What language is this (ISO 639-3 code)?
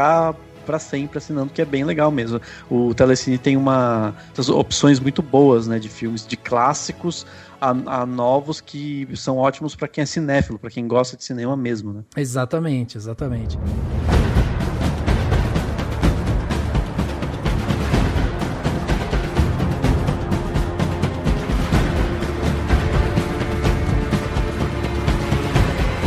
por